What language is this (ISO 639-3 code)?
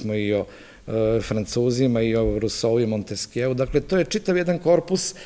srp